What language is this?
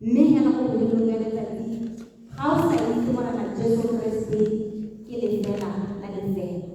Tswana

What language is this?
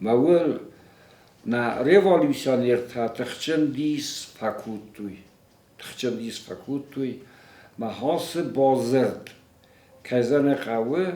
Ossetic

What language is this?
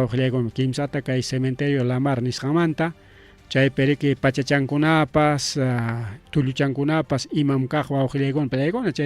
Ayacucho Quechua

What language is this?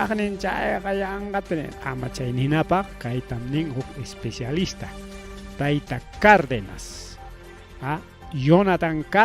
Ayacucho Quechua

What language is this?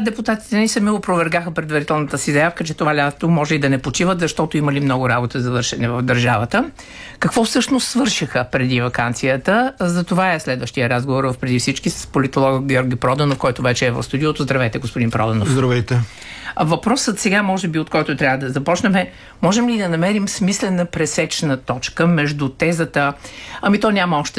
Bulgarian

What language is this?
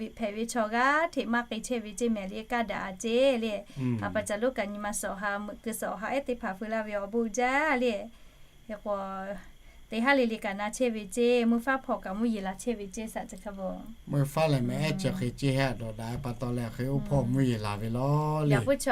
Lahu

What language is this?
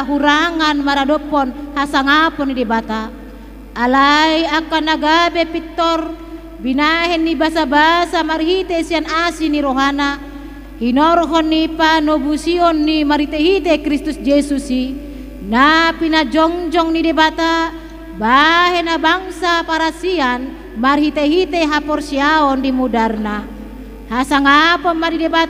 Batak Toba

